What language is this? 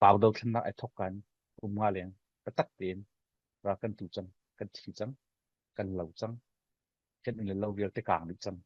Falam Chin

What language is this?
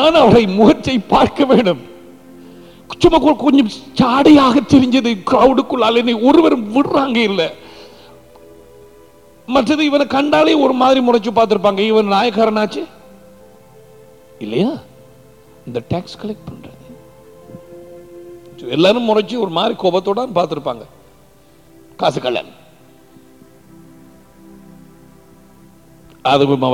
Tamil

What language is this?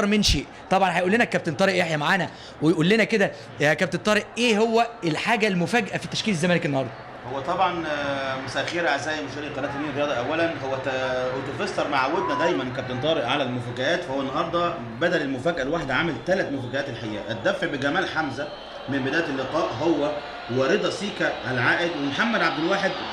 Egyptian Arabic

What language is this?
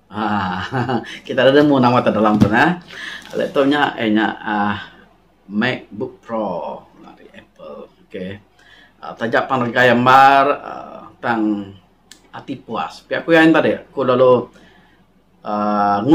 Iban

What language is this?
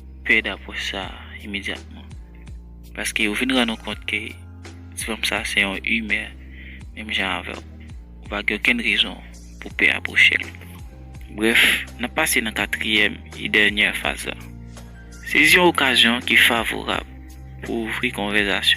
Haitian Creole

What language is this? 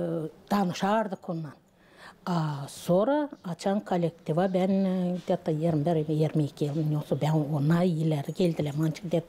Gagauz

